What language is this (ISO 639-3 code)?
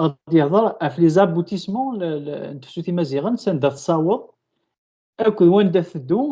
kab